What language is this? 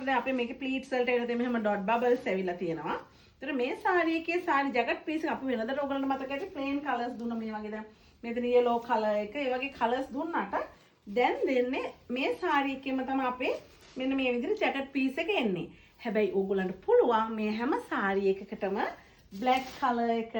Sinhala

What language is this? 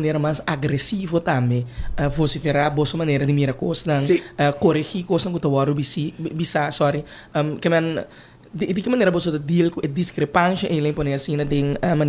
Papiamento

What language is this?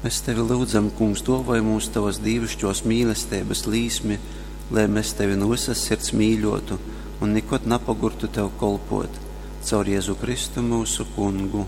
Latgalian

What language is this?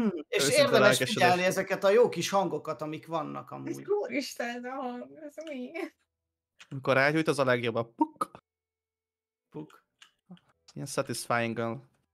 Hungarian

